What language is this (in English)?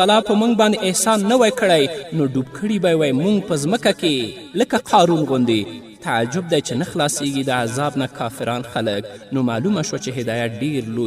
Pashto